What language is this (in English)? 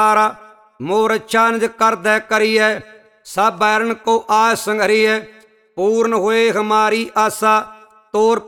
Punjabi